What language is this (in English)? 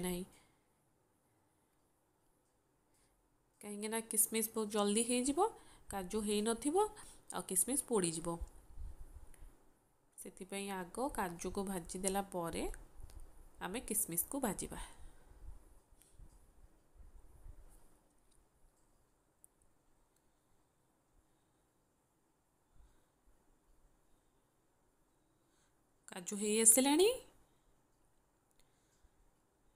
Odia